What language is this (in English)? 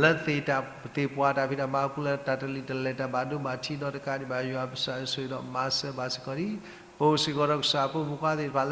S'gaw Karen